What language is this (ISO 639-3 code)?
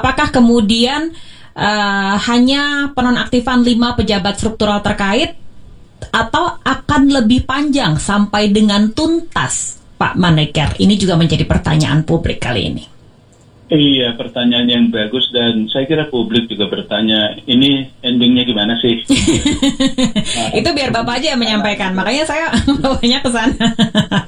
ind